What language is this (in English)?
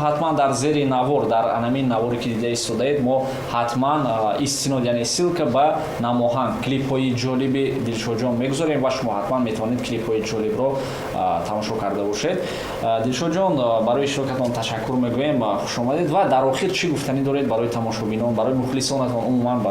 Tajik